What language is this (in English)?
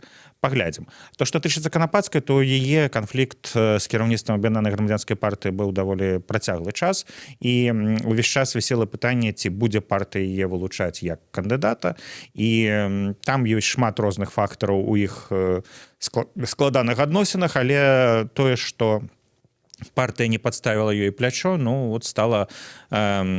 Belarusian